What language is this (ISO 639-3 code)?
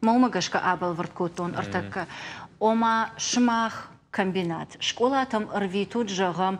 oss